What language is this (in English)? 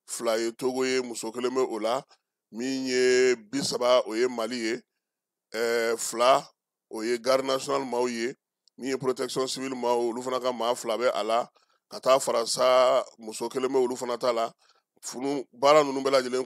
Bambara